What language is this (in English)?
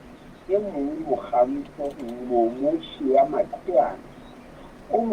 Southern Sotho